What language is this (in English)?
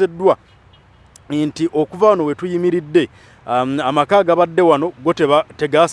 Ganda